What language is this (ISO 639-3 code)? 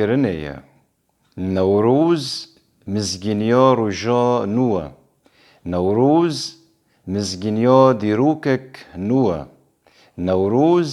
kur